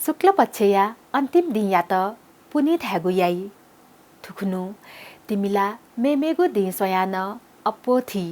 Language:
Newari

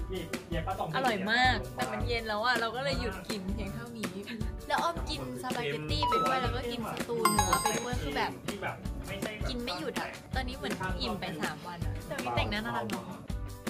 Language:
Thai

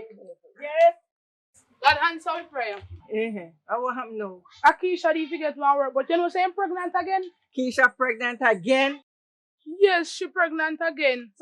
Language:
Jamaican Creole English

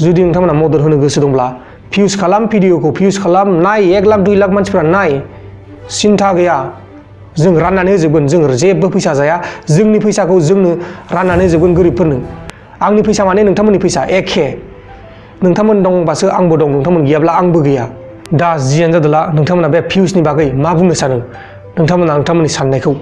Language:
Bodo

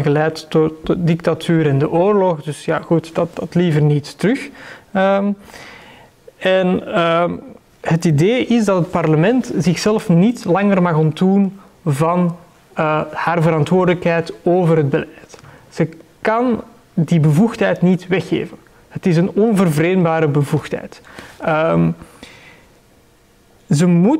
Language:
Dutch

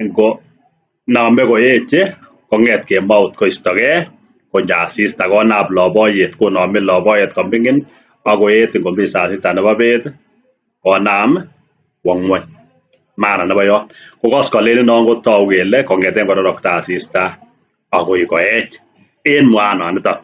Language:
Kalenjin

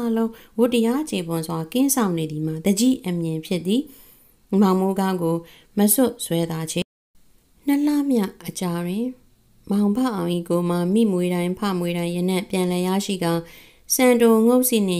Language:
Burmese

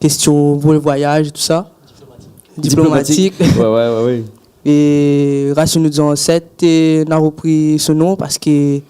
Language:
Réunion Creole French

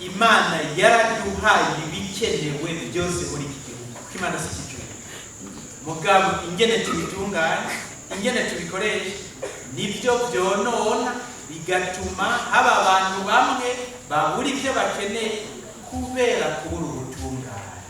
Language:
Rundi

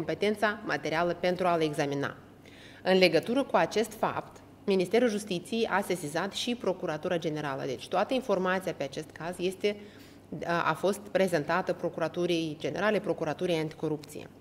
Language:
Romanian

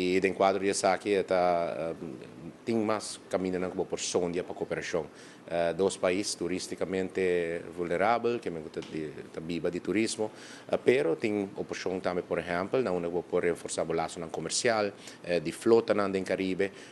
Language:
Papiamento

